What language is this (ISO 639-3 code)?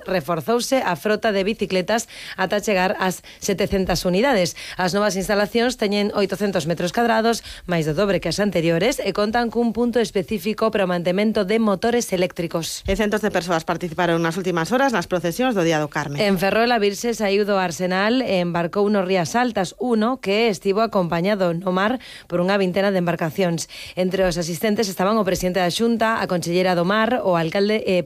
glg